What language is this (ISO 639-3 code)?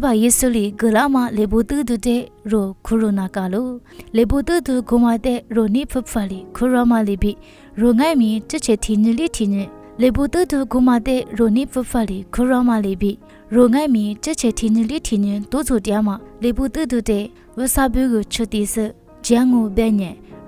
lis